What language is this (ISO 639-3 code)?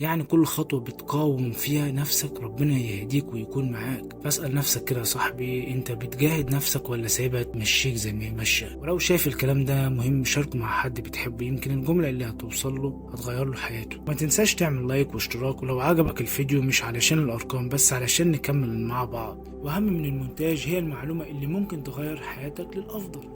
arz